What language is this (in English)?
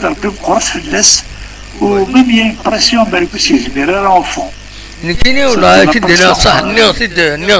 Kabyle